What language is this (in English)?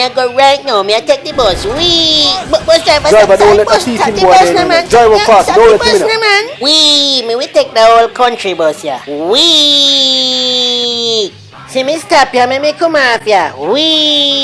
Jamaican Creole English